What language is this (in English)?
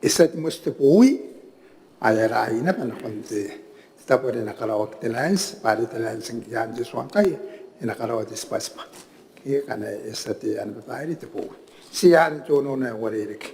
Gilbertese